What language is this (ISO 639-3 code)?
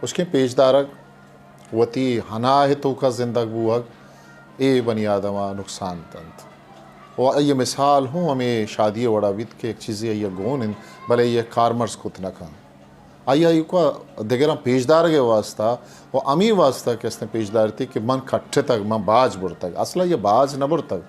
bgp